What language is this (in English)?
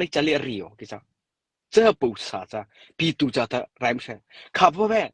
Mara Chin